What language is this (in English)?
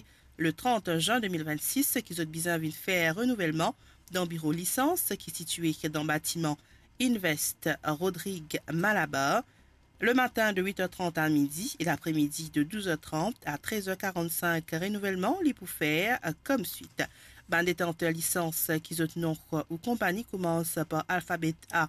Morisyen